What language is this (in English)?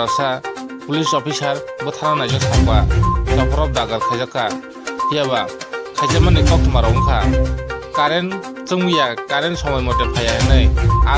Kok Borok